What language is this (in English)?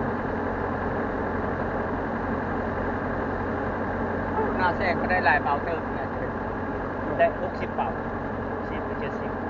Lao